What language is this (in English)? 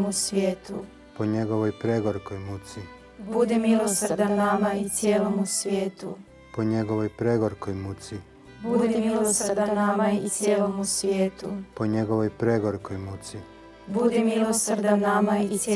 Croatian